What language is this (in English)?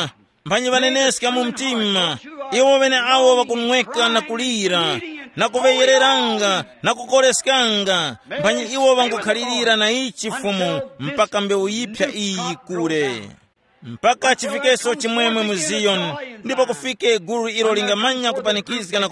Tumbuka